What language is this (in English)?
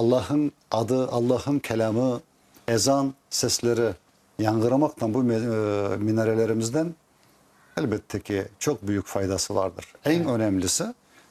Crimean Tatar